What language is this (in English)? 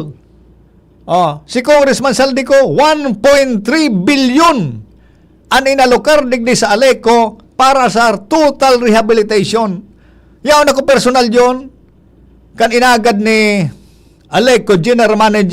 Bikol